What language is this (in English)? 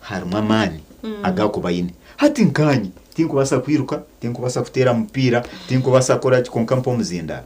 Nyankole